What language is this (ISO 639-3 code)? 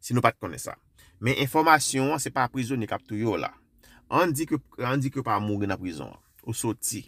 hat